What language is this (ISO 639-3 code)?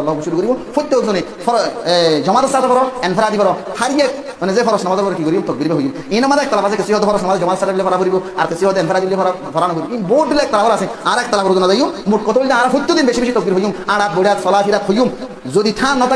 rhg